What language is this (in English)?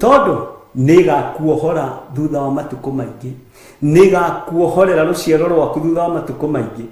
Kikuyu